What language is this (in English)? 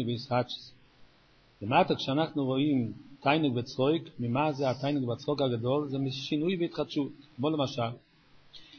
Hebrew